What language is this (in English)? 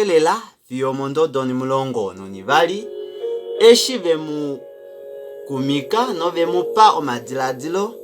Kuanyama